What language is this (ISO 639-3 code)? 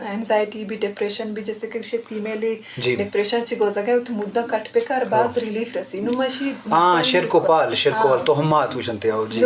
bgp